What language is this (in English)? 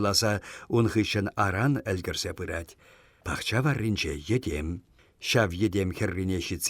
Chuvash